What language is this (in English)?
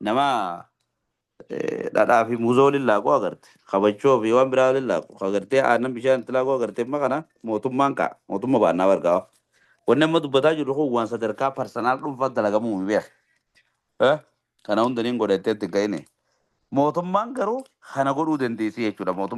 Oromo